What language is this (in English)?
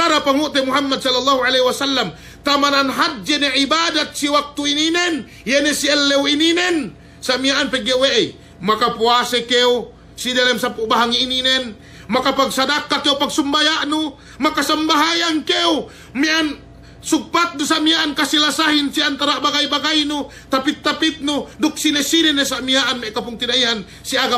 Yakan